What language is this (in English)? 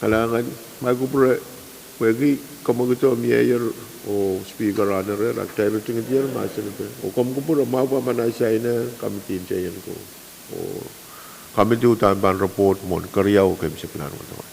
Pohnpeian